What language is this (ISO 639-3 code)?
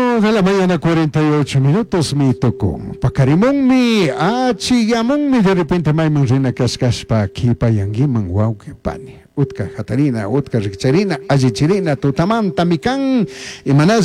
qug